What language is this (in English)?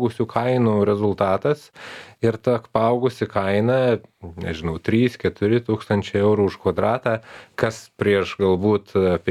Lithuanian